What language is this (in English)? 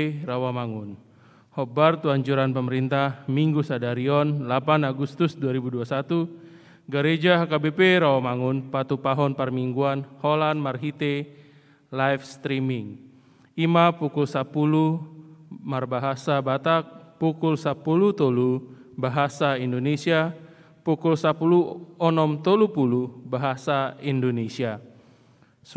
Batak Toba